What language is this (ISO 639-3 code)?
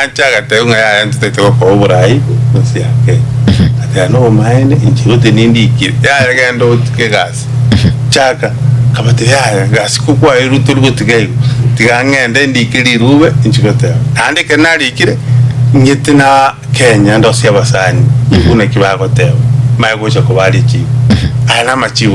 guz